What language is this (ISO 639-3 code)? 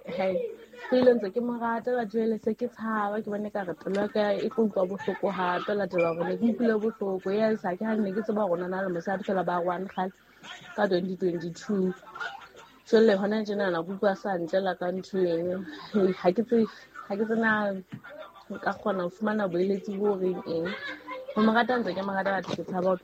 sot